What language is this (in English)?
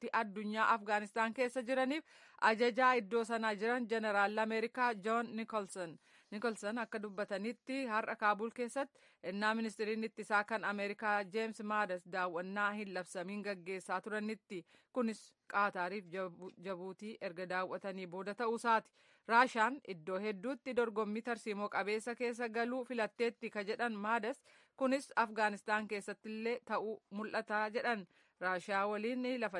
Oromo